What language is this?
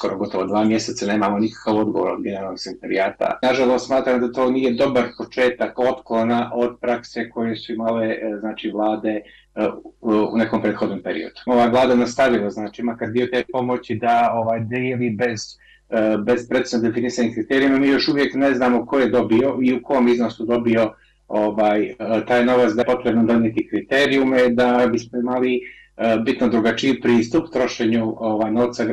Croatian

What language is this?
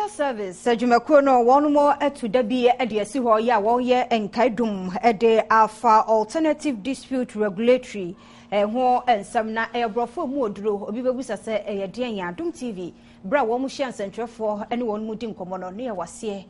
Akan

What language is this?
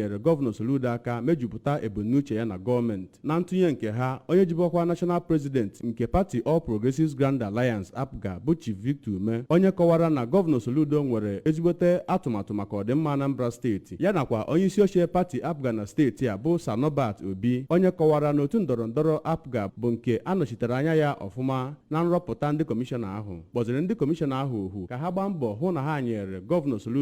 Igbo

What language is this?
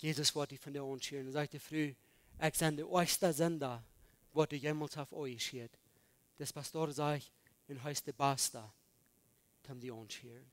Plautdietsch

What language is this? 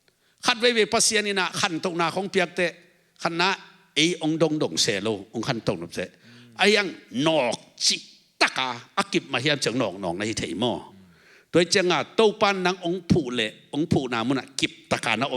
Tedim Chin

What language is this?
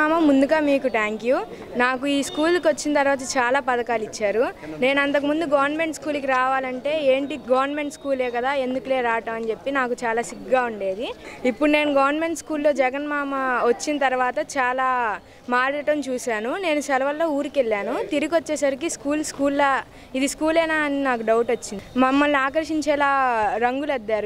Telugu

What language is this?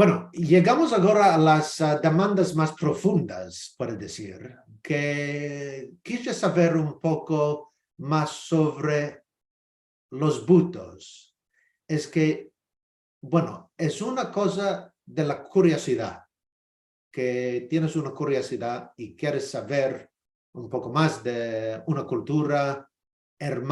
Ladino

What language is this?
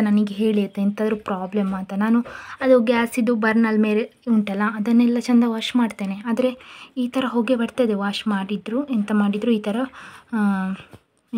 Kannada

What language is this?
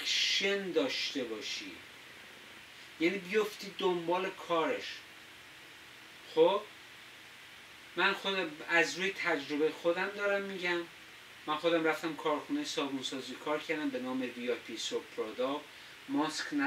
Persian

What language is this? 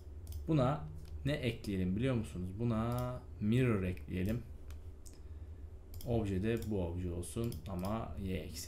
Turkish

